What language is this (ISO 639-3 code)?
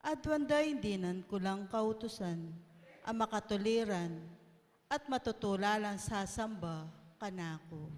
pam